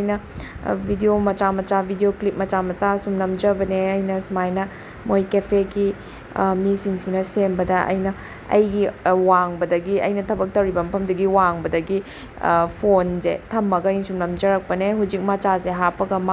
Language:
Manipuri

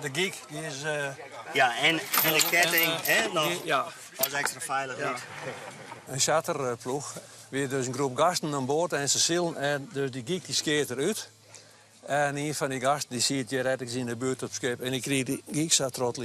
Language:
Western Frisian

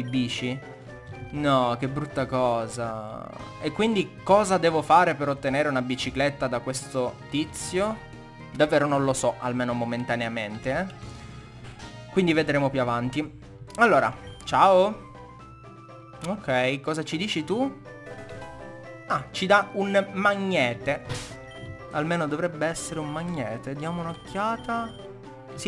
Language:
Italian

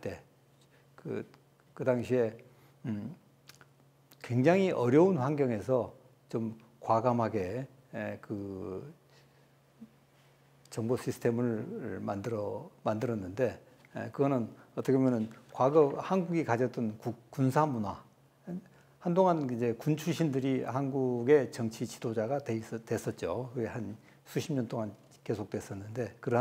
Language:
Korean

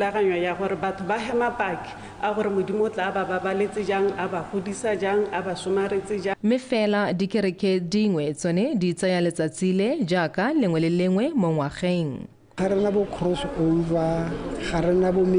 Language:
Tswana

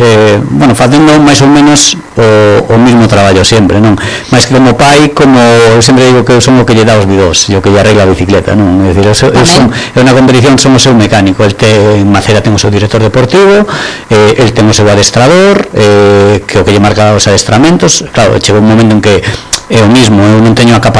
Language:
Galician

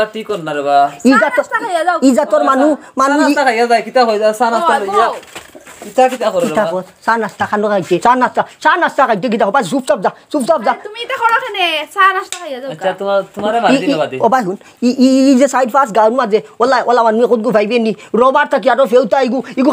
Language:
Sylheti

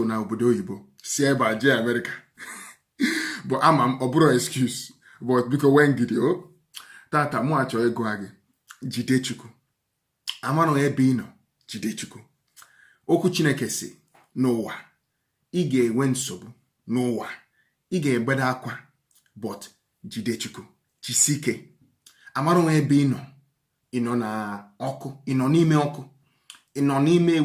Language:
Igbo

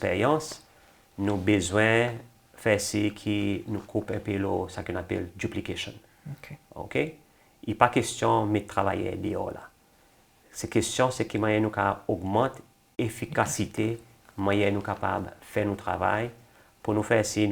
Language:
Seselwa Creole French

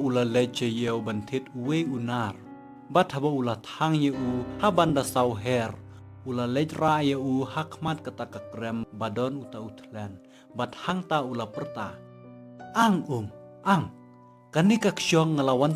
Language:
Khasi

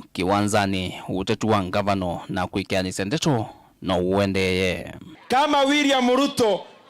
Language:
Kamba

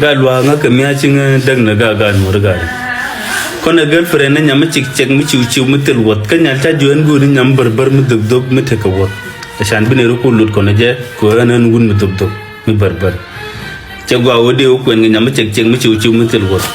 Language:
Nuer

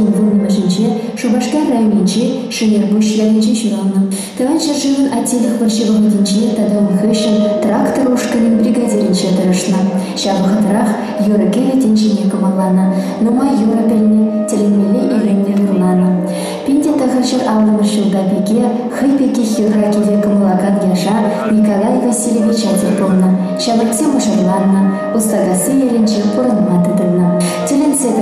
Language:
Chuvash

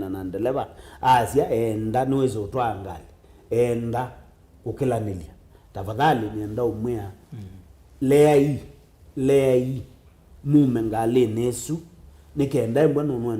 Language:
Kamba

